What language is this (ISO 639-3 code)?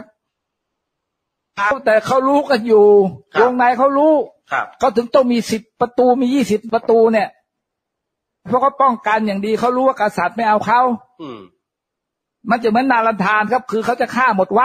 tha